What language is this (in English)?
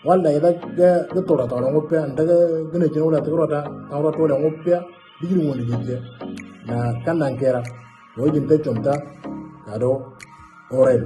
Moro